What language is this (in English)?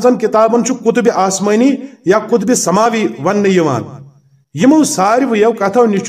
Kashmiri